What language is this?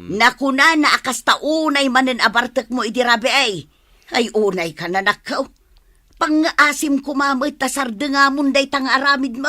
Iloko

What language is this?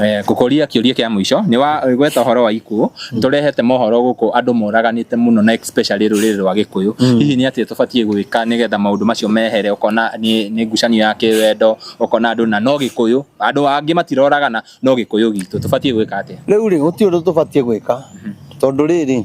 Kikuyu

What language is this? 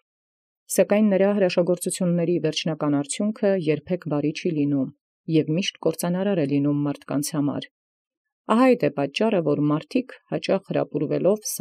Armenian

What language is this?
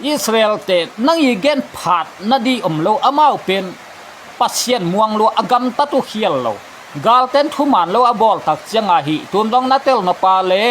Tedim Chin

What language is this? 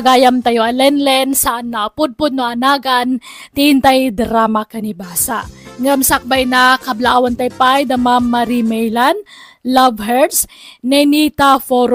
Iloko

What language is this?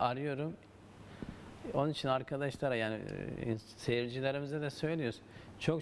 Turkish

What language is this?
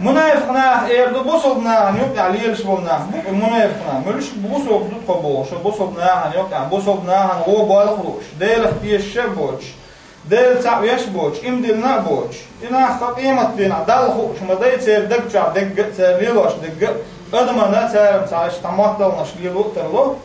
Chechen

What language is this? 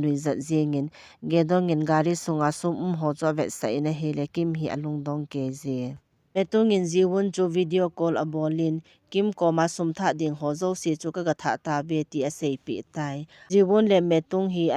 Thado Chin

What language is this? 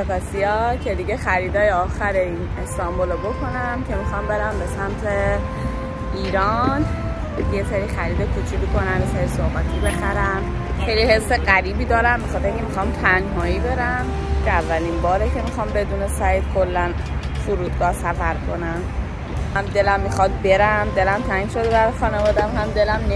Persian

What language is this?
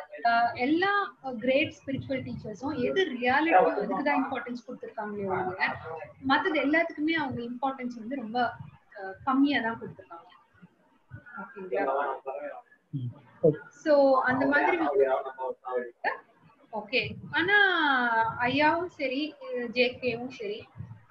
Tamil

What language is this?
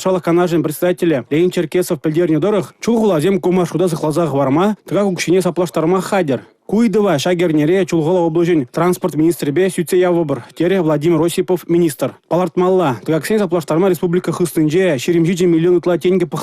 Chuvash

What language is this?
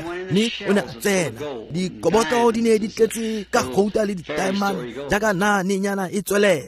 Tswana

